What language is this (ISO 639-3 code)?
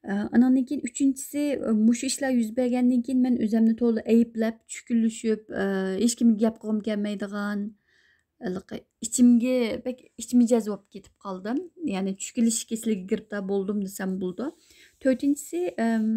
uig